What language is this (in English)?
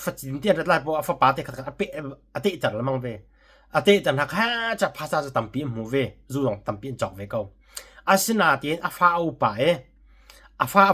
Hakha Chin